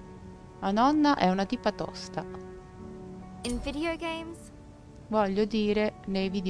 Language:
Italian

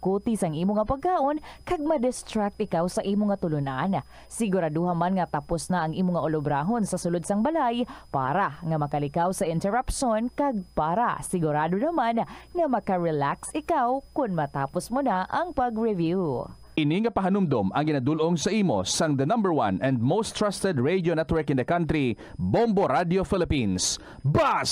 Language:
Hiligaynon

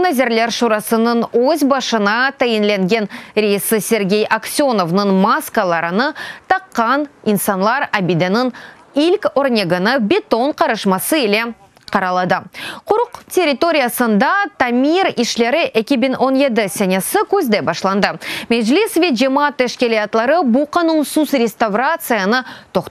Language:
Crimean Tatar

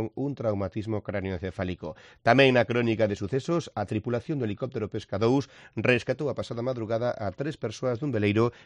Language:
Galician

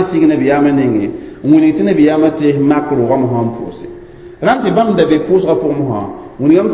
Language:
Mossi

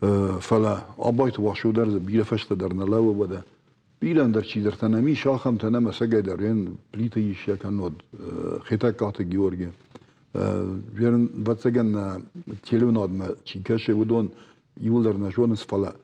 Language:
Ossetic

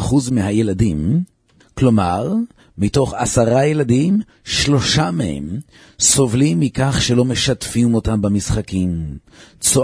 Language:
Hebrew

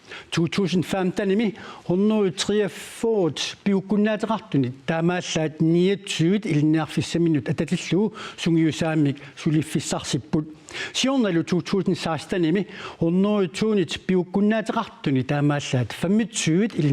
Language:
Kalaallisut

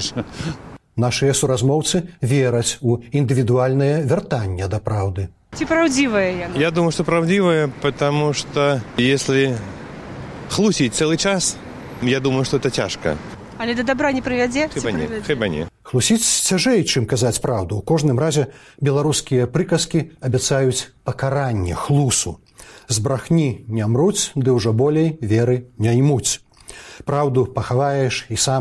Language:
Belarusian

